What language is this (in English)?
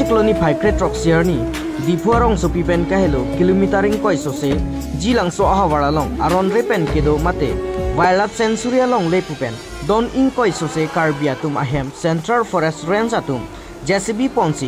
Karbi